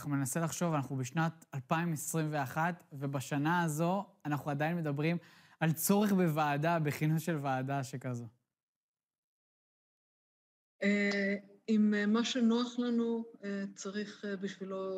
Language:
Hebrew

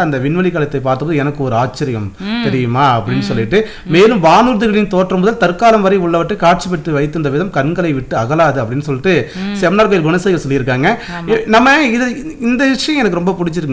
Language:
Tamil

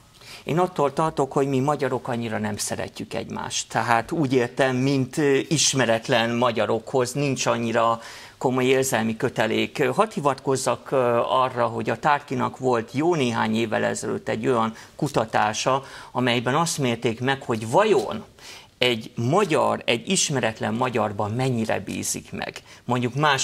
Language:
Hungarian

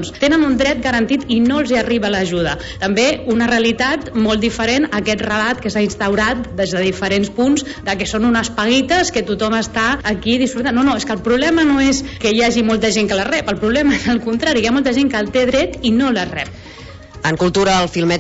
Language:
Catalan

